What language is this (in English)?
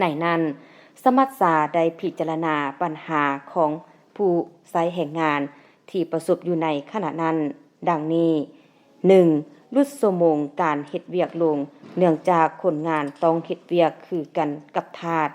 Lao